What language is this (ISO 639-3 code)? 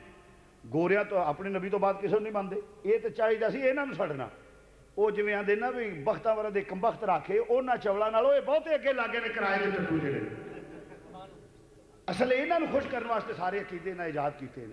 lah